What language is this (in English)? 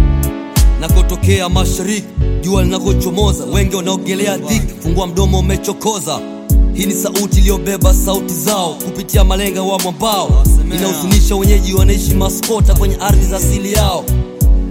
Swahili